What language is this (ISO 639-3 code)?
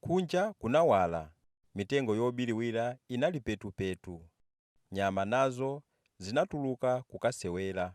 nya